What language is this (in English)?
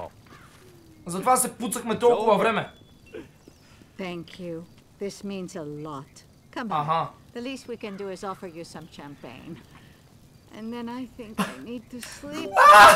Bulgarian